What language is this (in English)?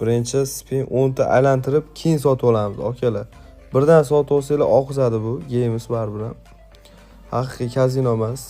Uzbek